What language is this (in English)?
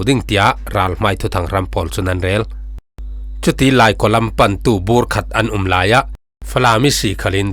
Falam Chin